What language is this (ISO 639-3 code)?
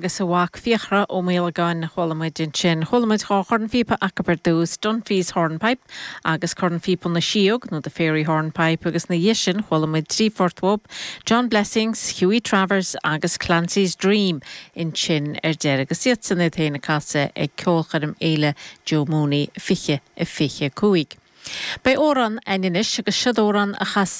gle